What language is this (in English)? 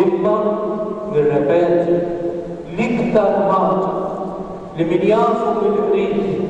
Maltese